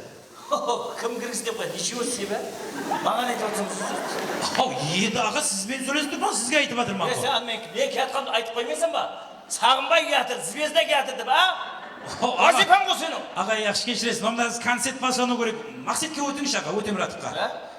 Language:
Kara-Kalpak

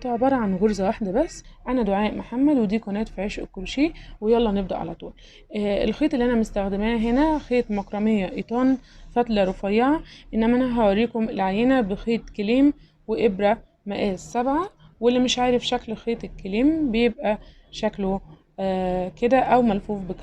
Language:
Egyptian Arabic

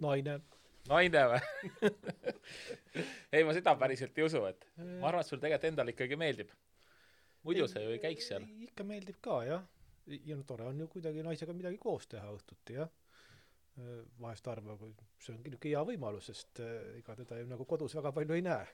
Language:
Estonian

